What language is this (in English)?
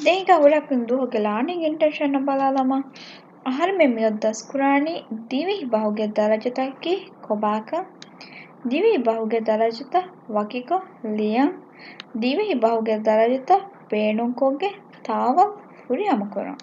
Divehi